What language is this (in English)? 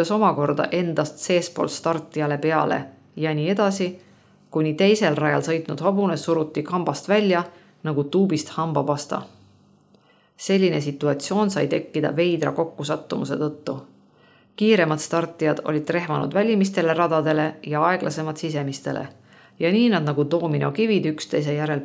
Estonian